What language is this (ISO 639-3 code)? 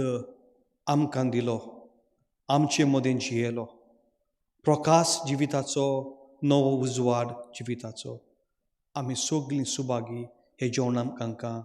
kok